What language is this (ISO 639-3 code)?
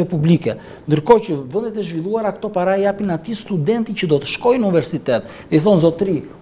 sqi